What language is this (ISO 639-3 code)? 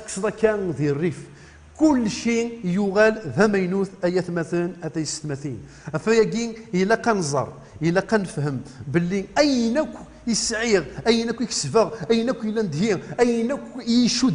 kab